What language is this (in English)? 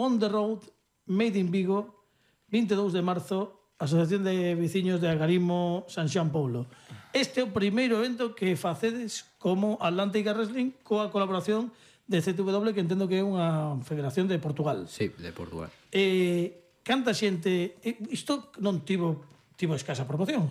Galician